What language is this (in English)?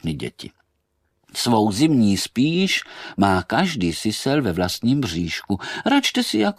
Czech